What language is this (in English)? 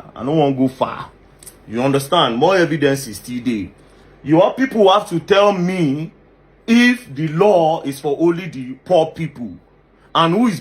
Igbo